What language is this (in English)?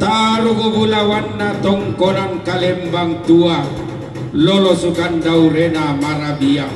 Toraja-Sa'dan